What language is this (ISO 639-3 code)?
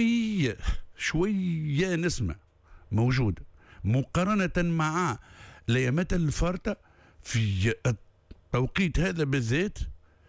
aeb